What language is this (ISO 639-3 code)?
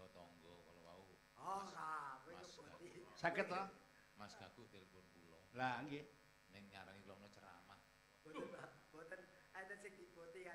jav